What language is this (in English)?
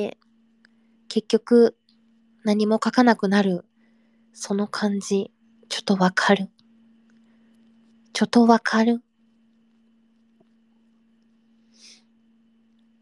Japanese